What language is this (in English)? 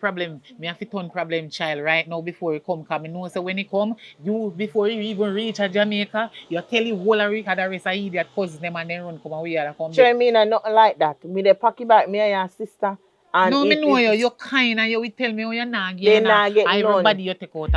Jamaican Creole English